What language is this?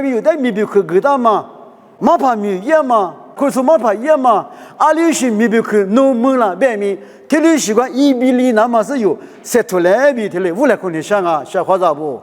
Lisu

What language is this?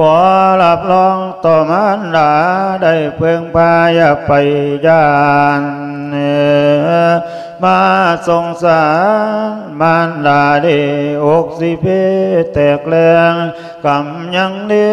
Lao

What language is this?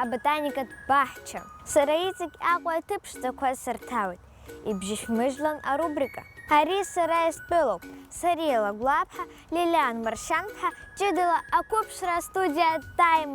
Abkhazian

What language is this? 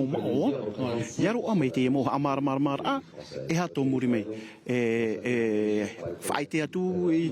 Tahitian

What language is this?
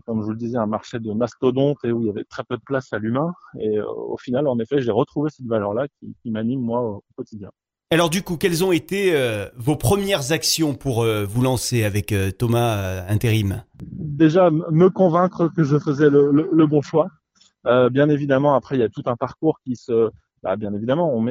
French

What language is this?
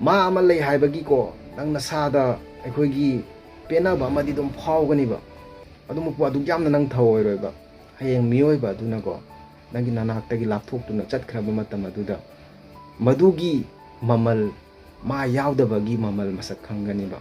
Manipuri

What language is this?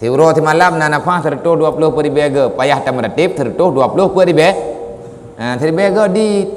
Achinese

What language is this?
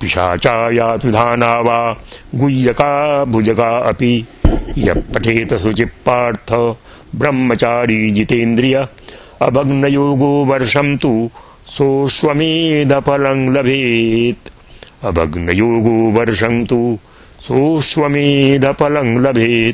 Sanskrit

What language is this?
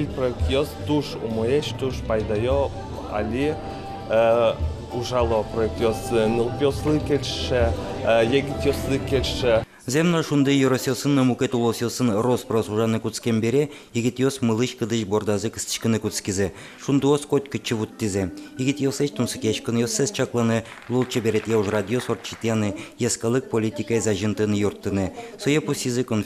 Udmurt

